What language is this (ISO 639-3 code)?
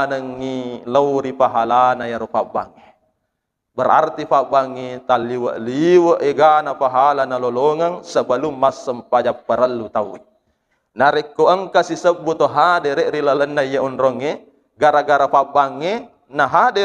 bug